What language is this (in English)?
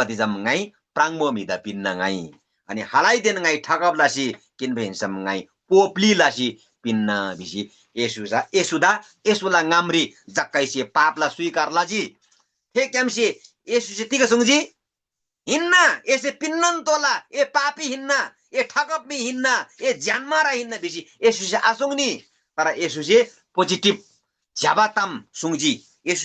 Eastern Tamang